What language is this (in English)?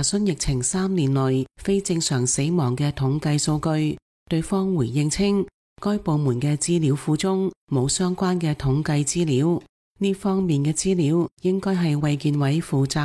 Cantonese